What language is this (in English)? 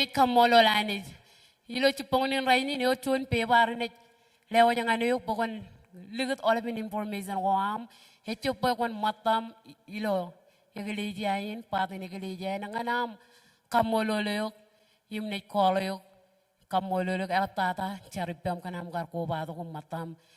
Marshallese